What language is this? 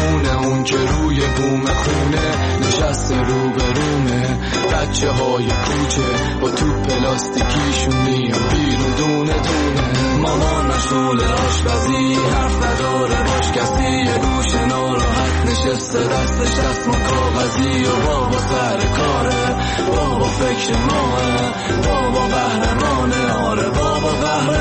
Persian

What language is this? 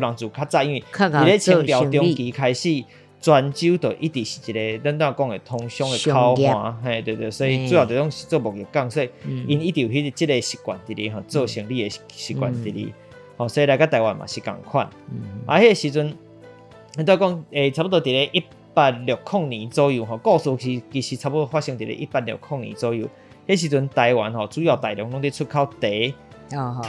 Min Nan Chinese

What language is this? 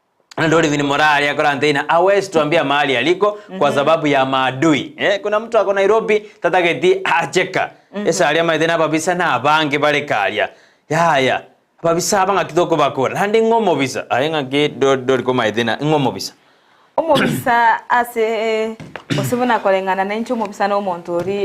Gusii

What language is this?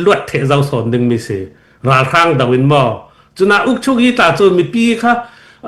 Hakha Chin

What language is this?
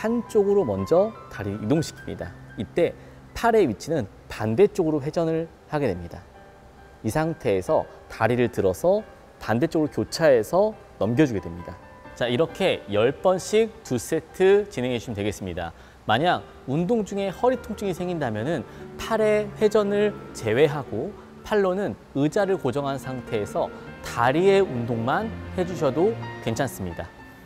Korean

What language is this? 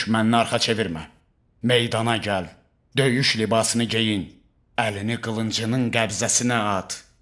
Azerbaijani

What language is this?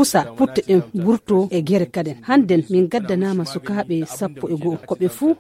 Nigerian Fulfulde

